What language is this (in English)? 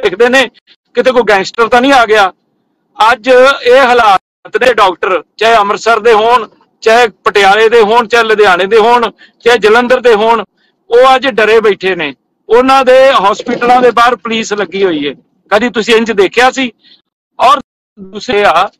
Punjabi